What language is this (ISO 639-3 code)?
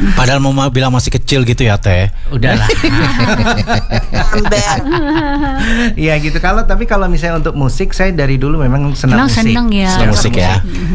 ind